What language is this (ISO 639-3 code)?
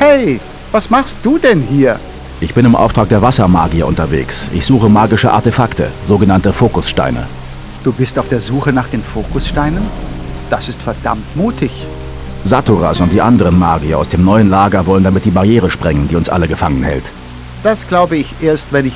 bar